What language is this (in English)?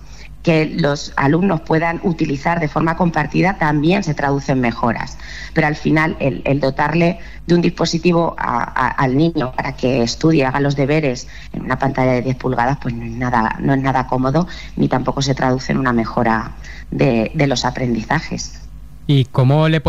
Spanish